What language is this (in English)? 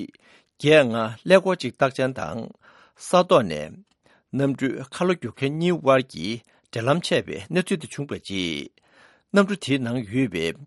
Tibetan